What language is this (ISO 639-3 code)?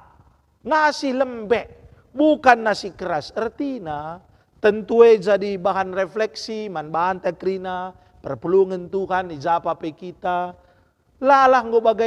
btx